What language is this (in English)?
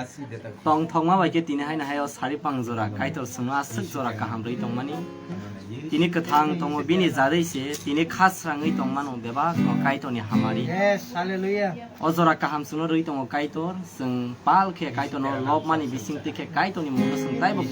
Kok Borok